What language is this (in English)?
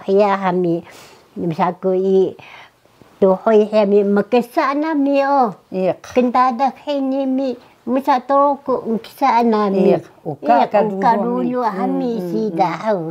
Taroko